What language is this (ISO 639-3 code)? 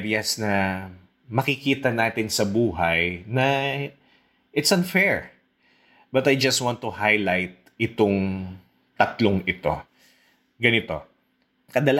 fil